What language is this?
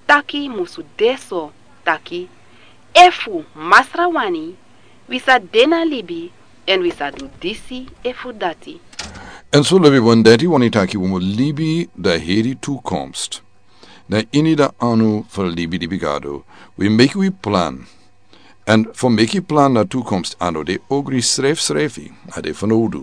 Sranan Tongo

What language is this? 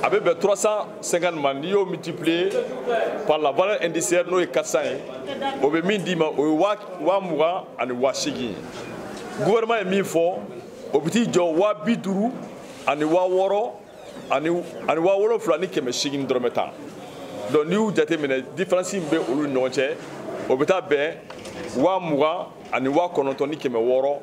Bambara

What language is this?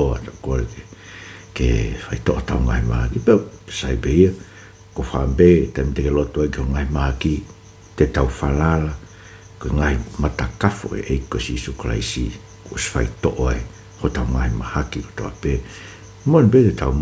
Tongan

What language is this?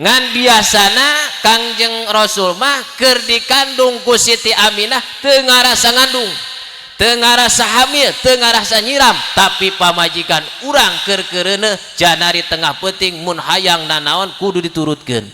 Sundanese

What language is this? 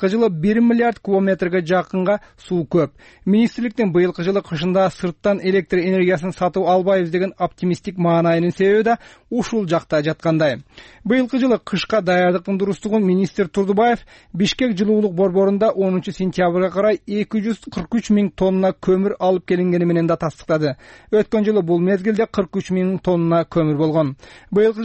Kyrgyz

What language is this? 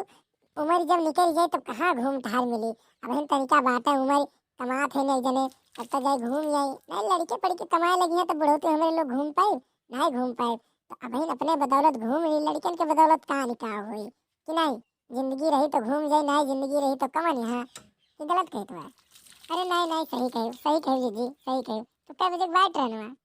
Awadhi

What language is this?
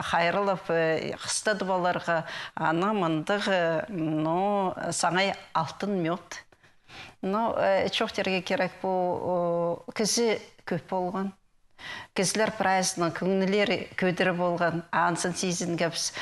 Khakas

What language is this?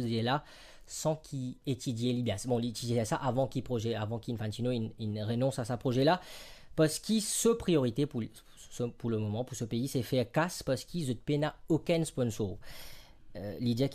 Morisyen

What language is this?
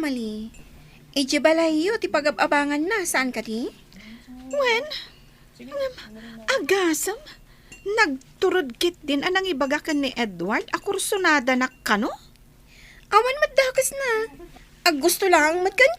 Iloko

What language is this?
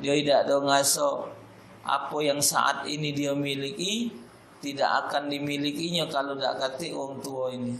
Musi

